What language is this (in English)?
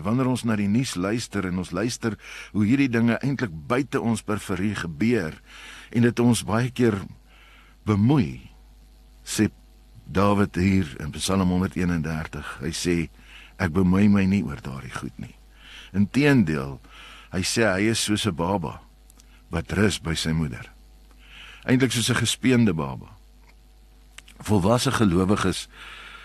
Afrikaans